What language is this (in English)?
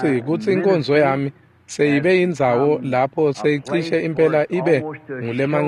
Swati